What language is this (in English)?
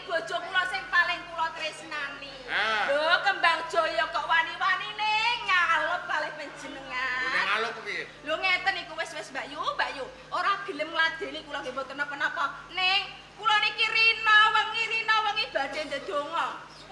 Javanese